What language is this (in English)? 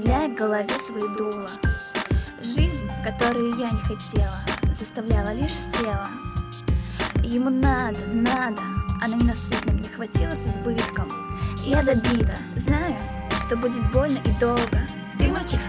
Russian